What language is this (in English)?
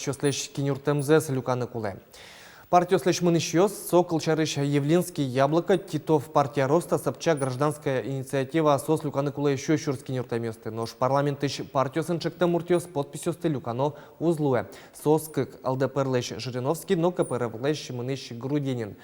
Udmurt